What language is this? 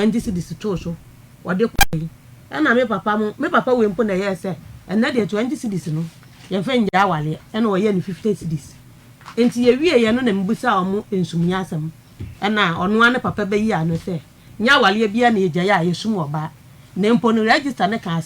Akan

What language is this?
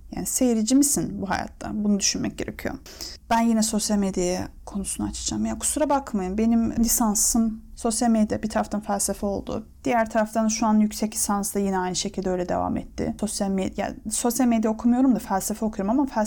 Turkish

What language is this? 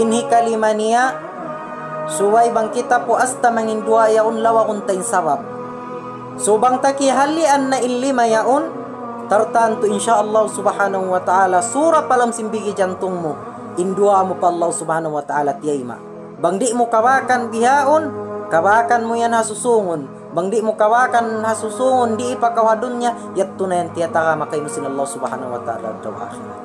Tausug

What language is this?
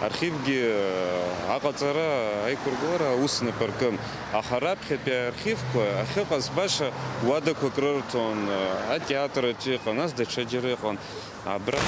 Abkhazian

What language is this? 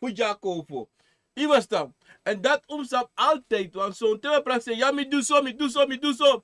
Sranan Tongo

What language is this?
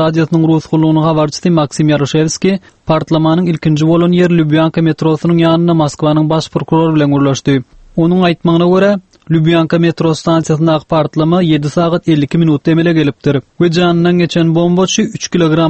Turkmen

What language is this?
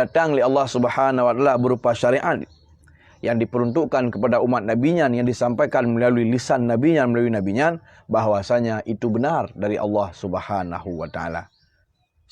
Achinese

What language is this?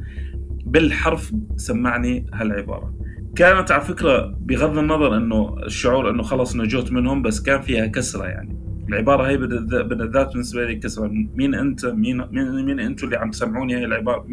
North Levantine Arabic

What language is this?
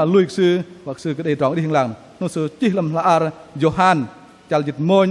Bahnar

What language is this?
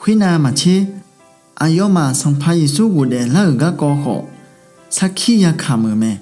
Akha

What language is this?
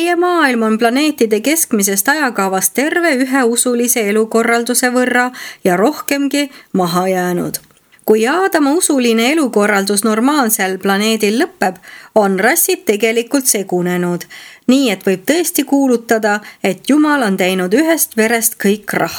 Estonian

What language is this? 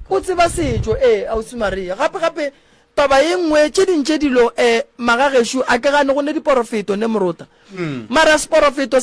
Northern Sotho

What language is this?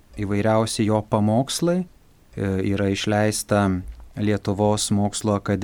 Lithuanian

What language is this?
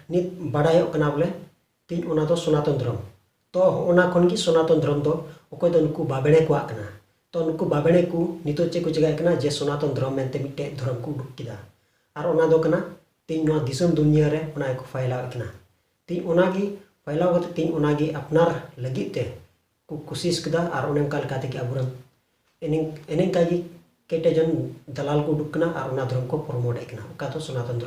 Santali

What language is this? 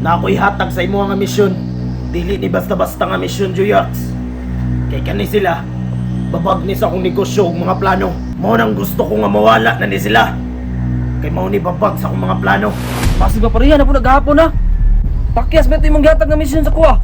Cebuano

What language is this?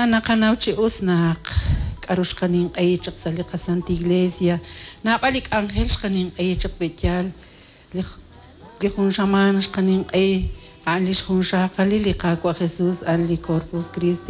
Kekchí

